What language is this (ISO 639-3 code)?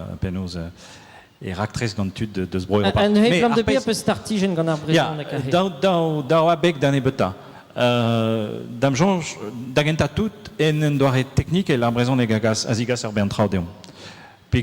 bre